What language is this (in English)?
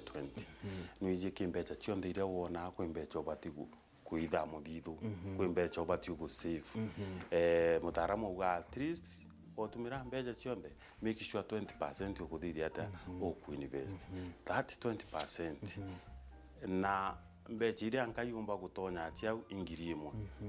Meru